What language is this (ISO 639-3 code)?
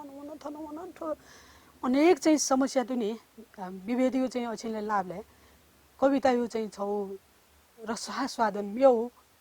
new